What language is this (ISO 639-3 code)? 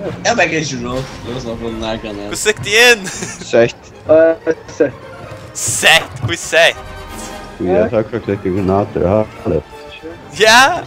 fao